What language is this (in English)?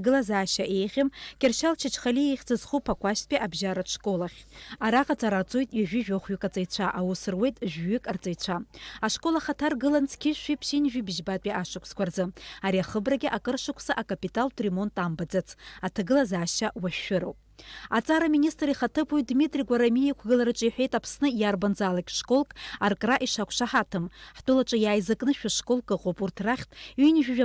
Abkhazian